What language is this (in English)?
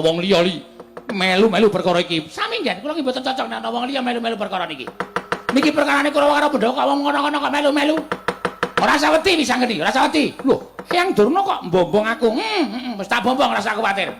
Javanese